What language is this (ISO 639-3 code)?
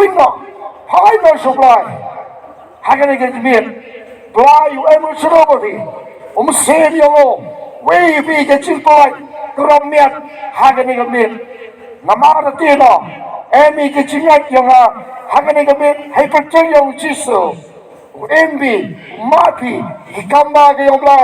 kha